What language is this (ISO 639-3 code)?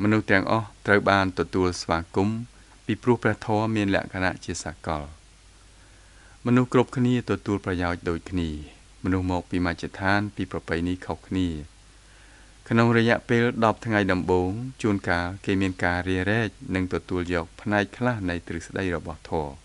khm